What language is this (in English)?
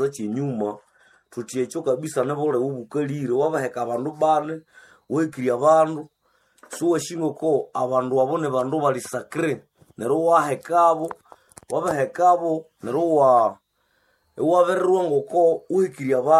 Nande